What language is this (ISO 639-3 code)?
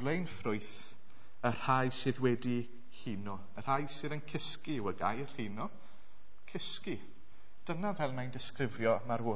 cym